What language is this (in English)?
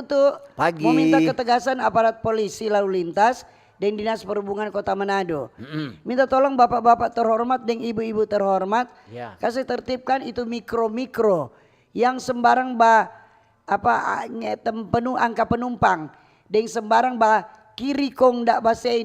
Manado Malay